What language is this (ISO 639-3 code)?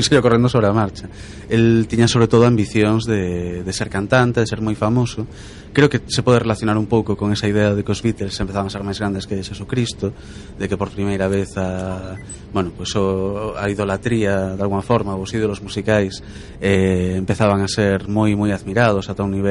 glg